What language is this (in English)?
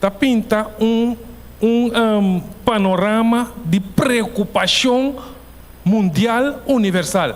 Papiamento